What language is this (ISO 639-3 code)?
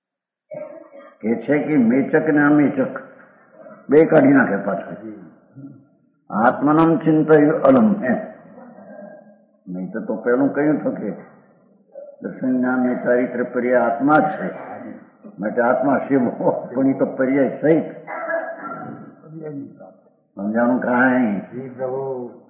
guj